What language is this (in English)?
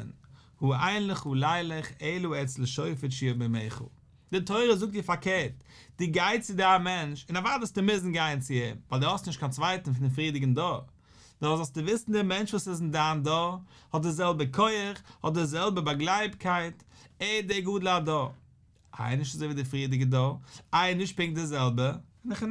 Yiddish